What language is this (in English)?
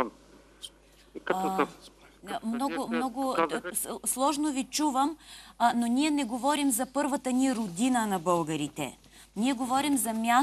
Bulgarian